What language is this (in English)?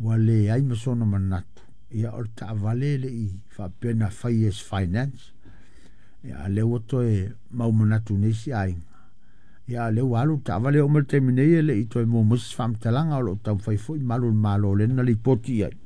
Samoan